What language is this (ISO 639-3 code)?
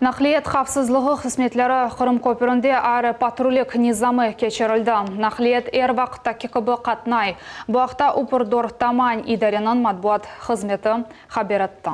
crh